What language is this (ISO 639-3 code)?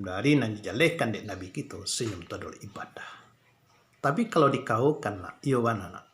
min